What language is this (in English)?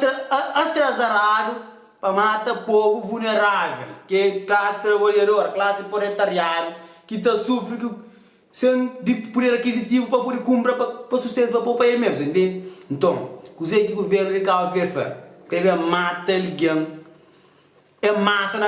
Kabuverdianu